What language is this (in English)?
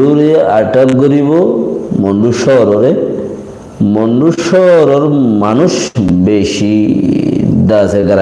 Rohingya